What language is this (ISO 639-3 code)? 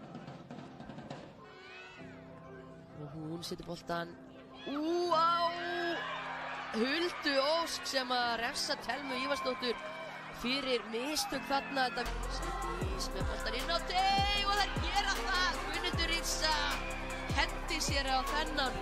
isl